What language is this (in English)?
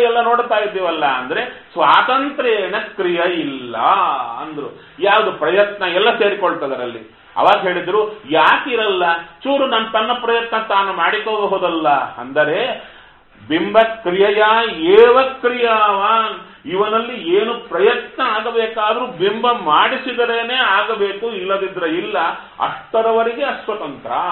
Kannada